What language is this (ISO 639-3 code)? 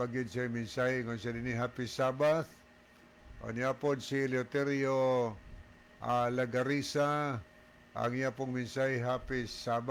ceb